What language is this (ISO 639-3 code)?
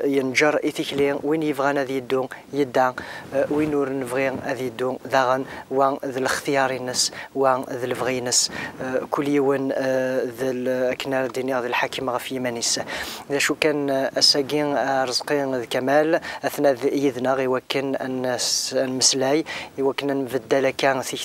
kab